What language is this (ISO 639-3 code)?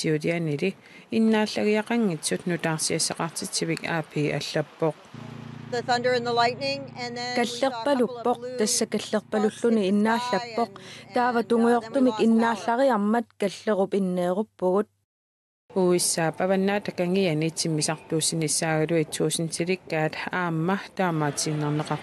kal